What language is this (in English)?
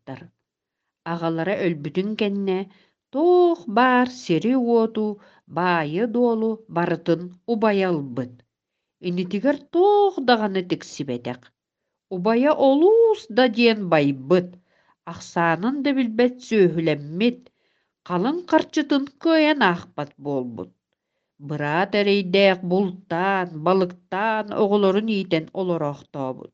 Yakut